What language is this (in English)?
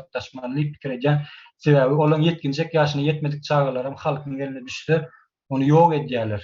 Turkmen